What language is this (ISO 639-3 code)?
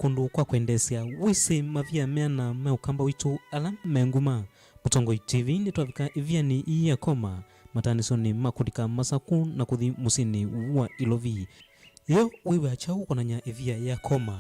kam